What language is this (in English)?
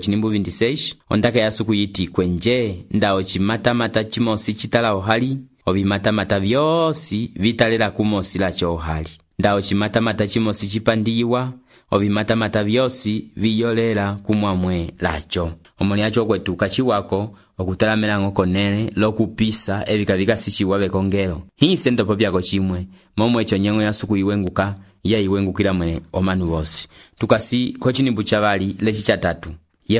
Umbundu